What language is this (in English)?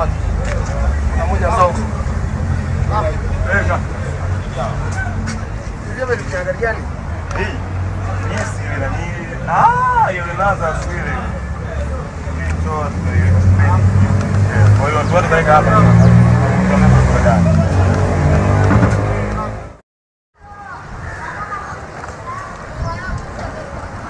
Swahili